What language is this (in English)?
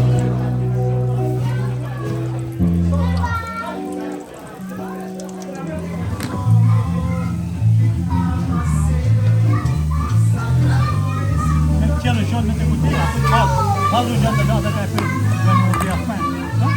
Réunion Creole French